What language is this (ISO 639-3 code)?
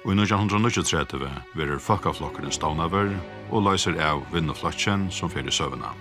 fao